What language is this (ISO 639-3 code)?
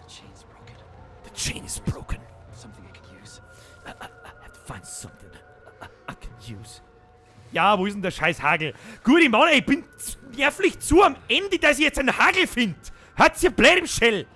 bar